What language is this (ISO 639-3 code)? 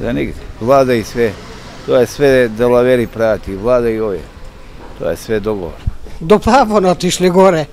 mkd